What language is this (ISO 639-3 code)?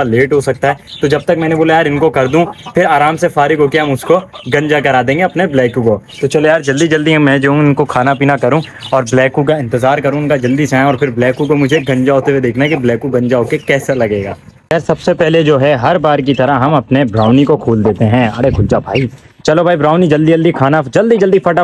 hin